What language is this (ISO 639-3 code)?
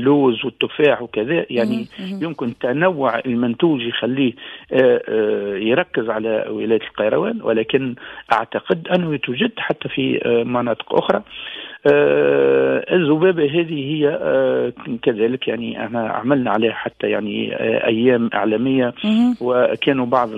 aeb